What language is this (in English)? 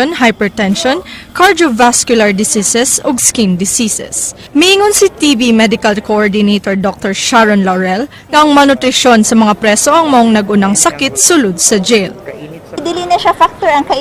Cebuano